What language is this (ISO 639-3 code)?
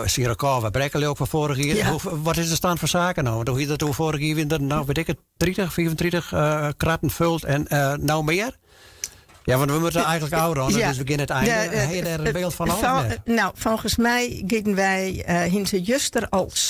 fry